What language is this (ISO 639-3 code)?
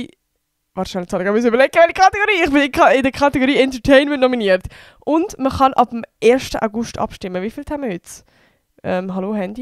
gsw